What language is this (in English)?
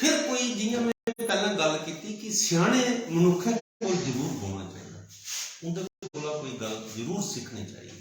Dogri